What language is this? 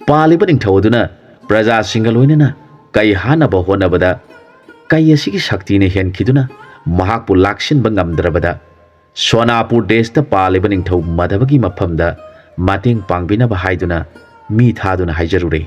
Manipuri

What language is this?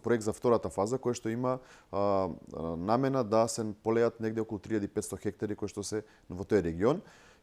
Macedonian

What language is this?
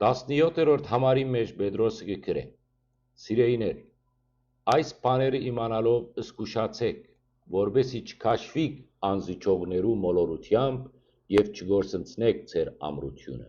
Western Armenian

